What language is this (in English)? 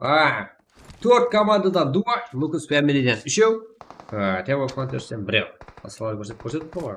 Kara-Kalpak